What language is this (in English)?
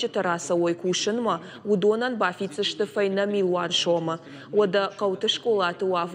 Ossetic